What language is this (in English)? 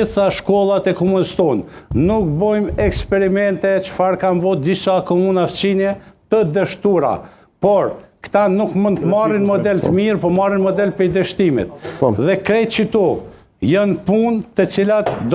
Albanian